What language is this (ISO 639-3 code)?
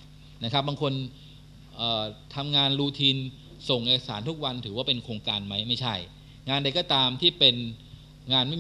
tha